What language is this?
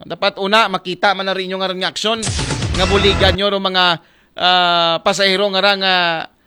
Aklanon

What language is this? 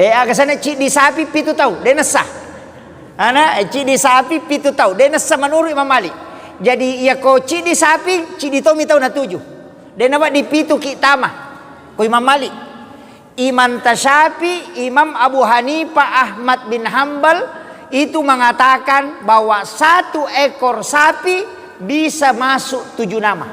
Buginese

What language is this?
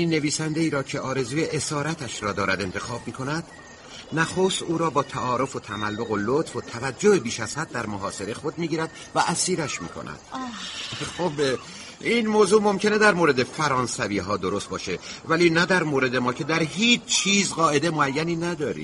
Persian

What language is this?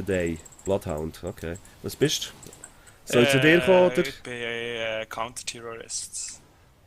Swiss German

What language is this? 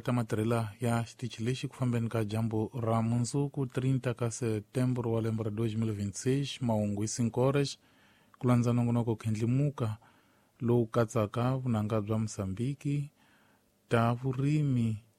Tsonga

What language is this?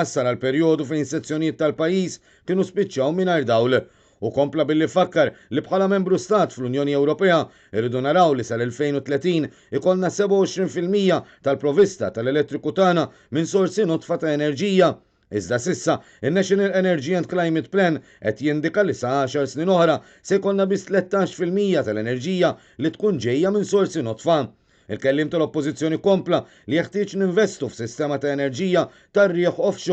Maltese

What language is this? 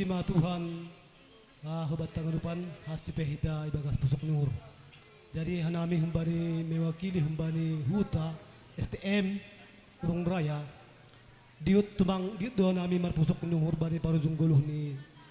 Batak Simalungun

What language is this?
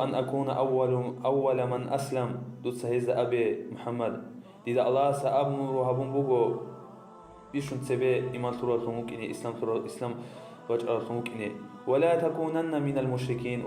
Avaric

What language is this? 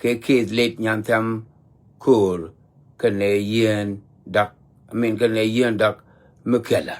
Nuer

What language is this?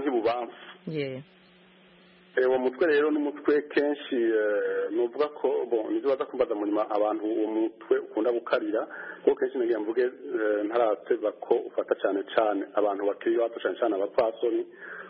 Kinyarwanda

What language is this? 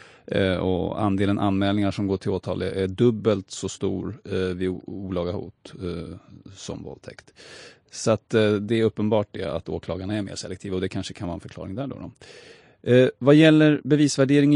Swedish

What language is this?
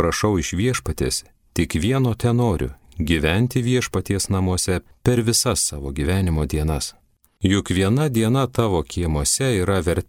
Lithuanian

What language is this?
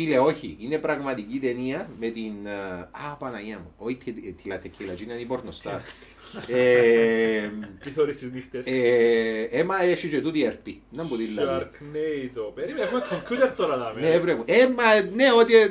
Greek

